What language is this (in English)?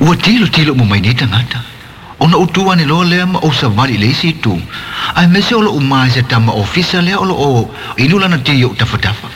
Samoan